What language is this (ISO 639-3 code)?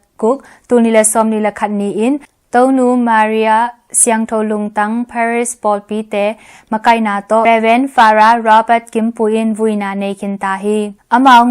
ctd